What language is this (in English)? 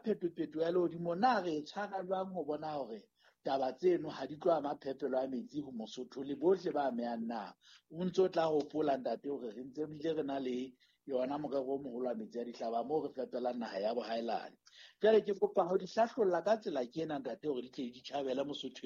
Southern Sotho